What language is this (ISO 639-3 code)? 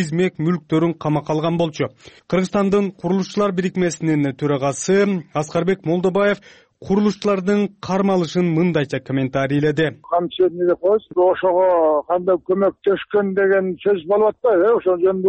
kir